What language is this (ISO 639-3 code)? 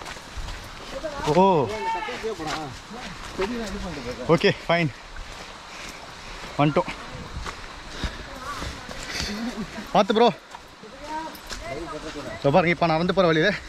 tam